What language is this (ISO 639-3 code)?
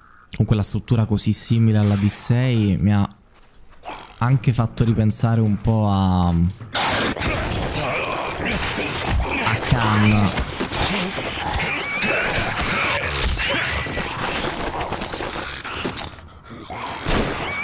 ita